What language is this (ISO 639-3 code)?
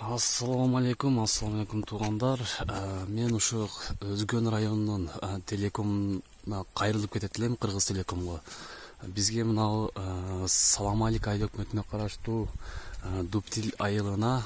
kir